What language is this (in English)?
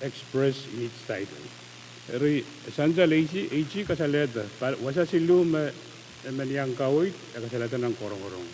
Pohnpeian